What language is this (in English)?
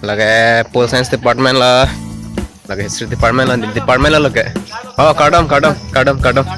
Karbi